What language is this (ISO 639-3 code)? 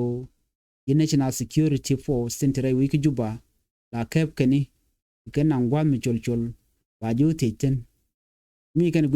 nus